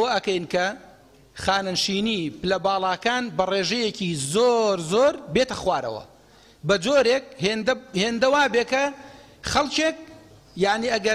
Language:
Central Kurdish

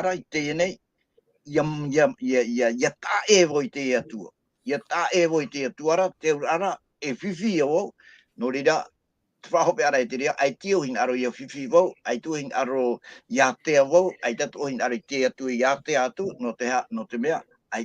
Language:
Tahitian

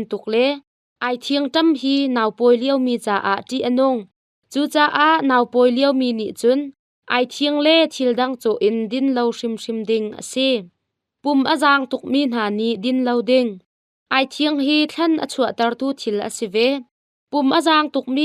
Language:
Hakha Chin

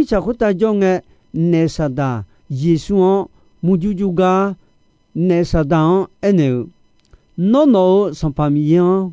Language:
Akha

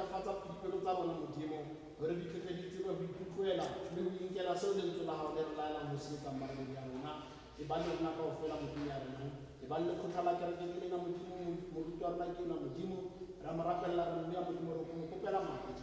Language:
Tswana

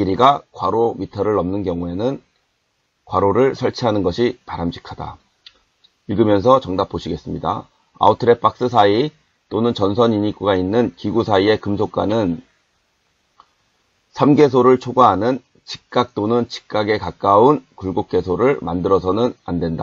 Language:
Korean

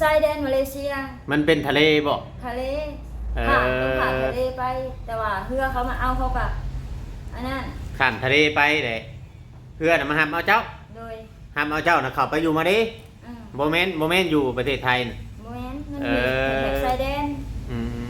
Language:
Northeastern Thai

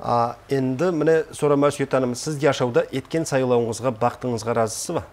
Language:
Nogai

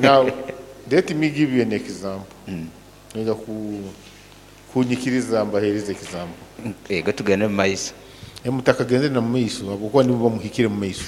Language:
Nyoro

